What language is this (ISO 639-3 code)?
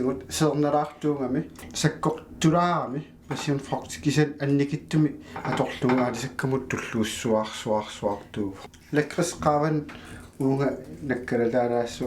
kal